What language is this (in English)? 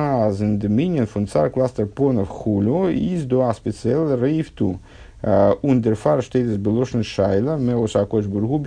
Russian